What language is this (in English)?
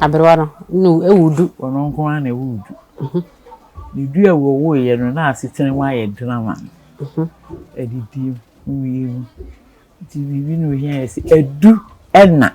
Akan